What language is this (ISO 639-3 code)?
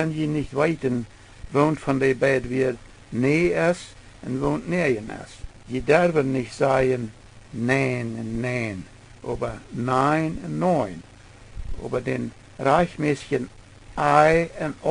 pdt